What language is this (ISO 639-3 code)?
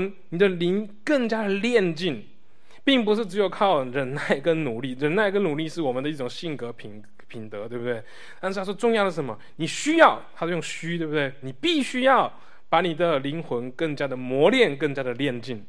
zho